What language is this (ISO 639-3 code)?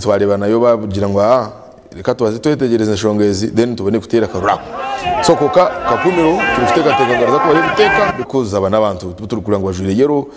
nyn